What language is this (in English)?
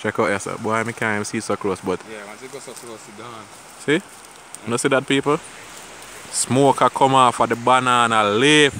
Jamaican Creole English